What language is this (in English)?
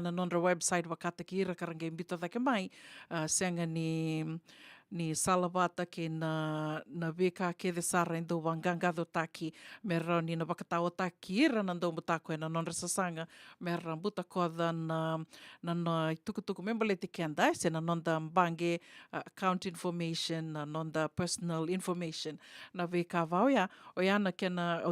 Fijian